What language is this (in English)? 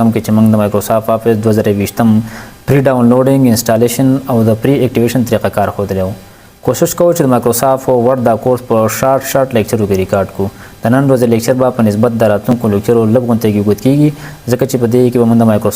Pashto